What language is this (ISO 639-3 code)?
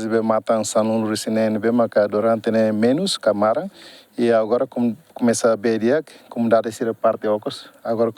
tet